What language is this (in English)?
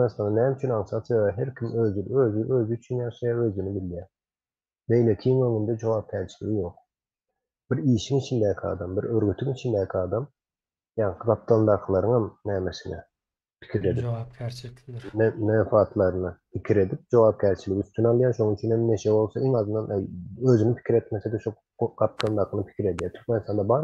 Turkmen